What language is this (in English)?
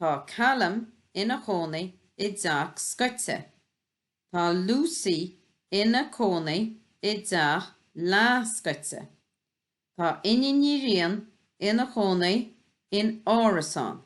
Irish